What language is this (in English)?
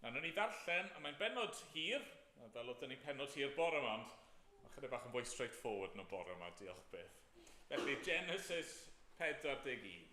Welsh